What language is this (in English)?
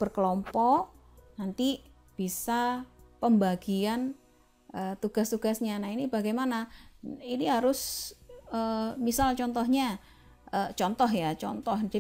Indonesian